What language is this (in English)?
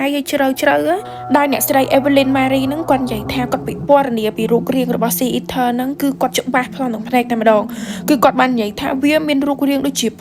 Khmer